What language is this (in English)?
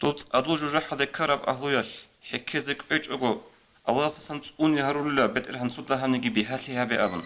Avaric